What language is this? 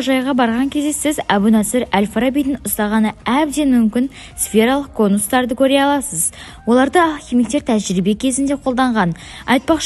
Kazakh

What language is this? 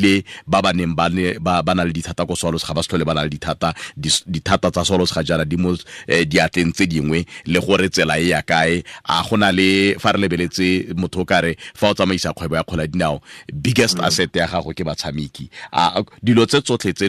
Tswana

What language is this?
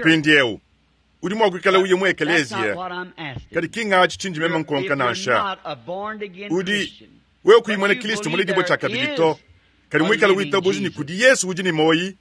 Luba-Lulua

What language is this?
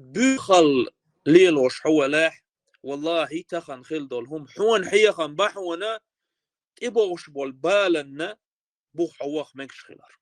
Chechen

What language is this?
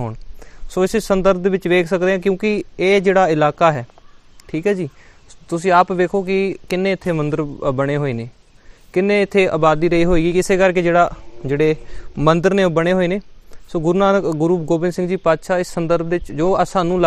Punjabi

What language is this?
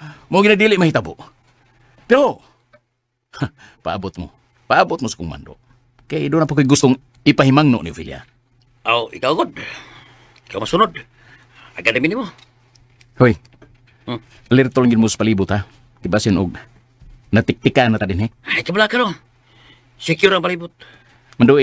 Cebuano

